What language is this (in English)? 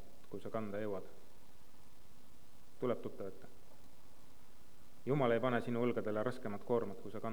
Estonian